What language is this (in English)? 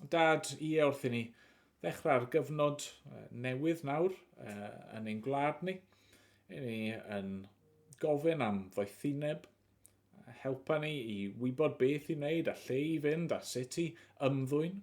Welsh